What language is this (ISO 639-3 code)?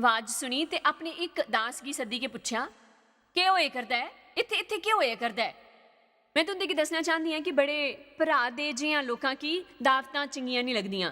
doi